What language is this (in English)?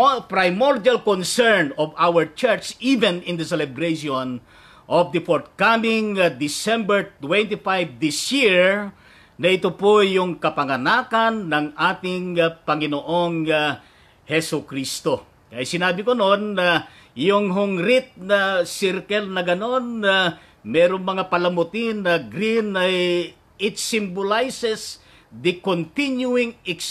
Filipino